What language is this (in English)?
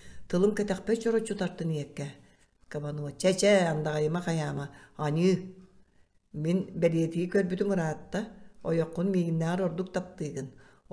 Yakut